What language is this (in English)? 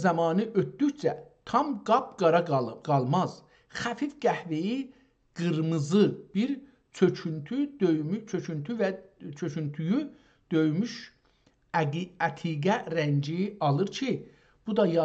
South Azerbaijani